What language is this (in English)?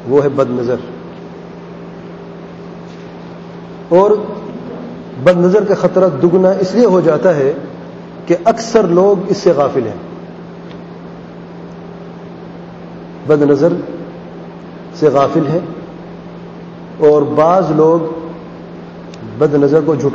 Urdu